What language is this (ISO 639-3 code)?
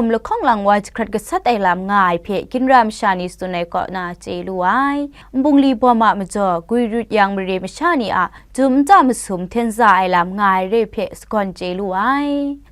kac